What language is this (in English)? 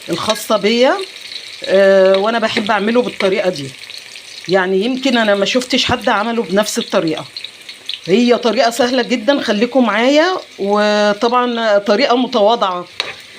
Egyptian Arabic